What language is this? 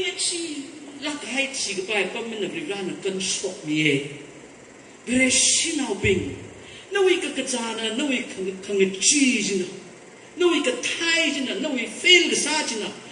Tangkhul Naga (India)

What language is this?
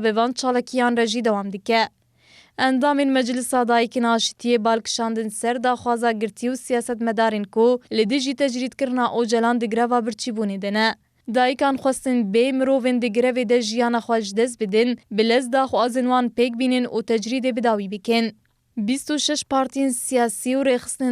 Kurdish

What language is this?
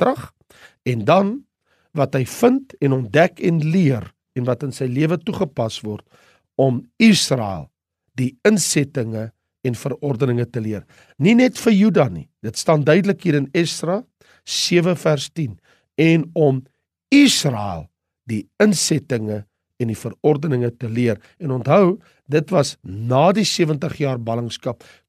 Afrikaans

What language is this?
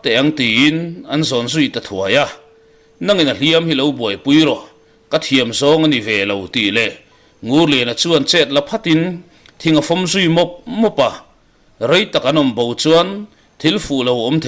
Mizo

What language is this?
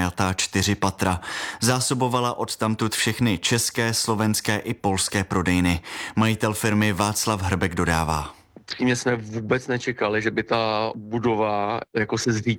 Czech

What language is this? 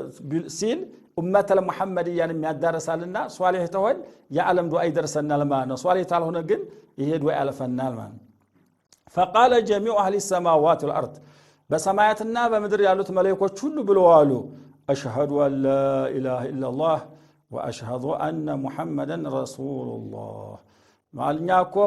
Amharic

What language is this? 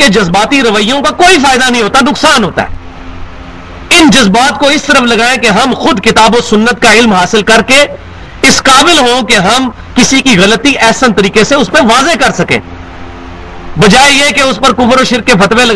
Urdu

